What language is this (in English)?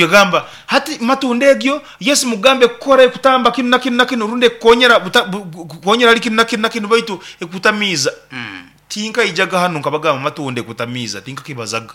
Nyankole